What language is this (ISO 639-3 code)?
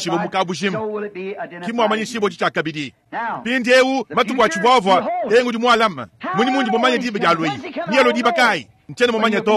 lua